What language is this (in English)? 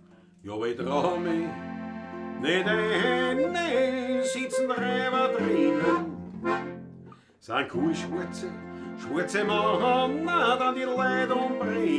Bavarian